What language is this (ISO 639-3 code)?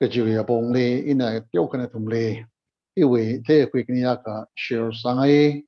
nmf